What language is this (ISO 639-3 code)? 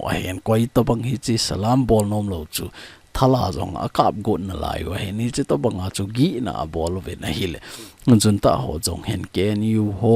tcz